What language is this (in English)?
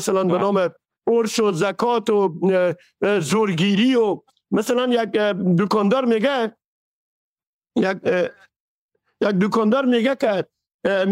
Persian